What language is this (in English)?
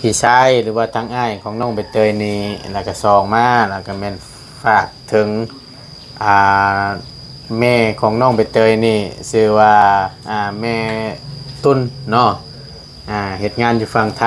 Lao